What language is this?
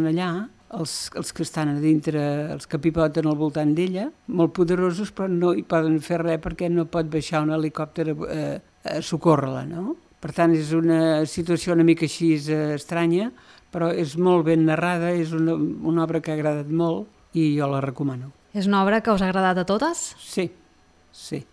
Catalan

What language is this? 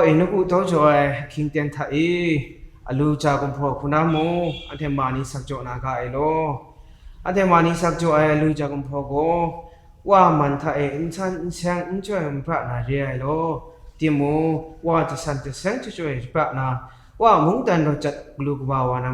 Kachin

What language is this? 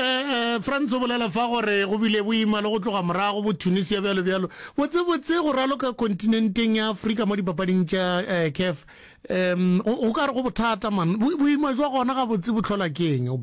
Northern Sotho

